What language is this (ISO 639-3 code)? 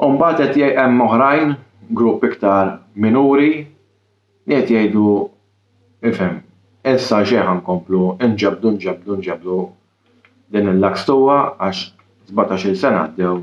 mlt